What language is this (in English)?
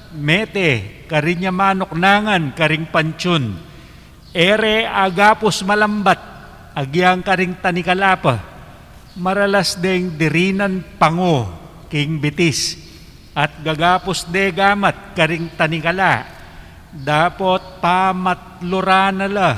Pampanga